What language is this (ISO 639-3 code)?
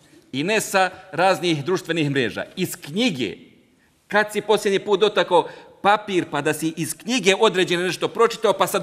bos